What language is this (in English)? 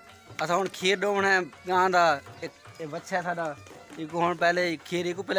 Saraiki